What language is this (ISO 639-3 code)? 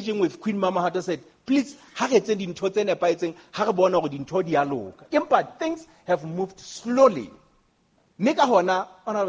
sot